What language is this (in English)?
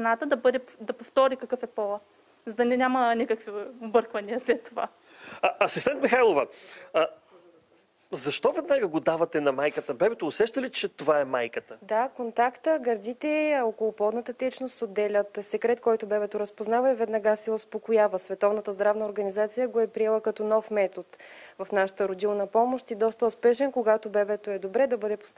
Bulgarian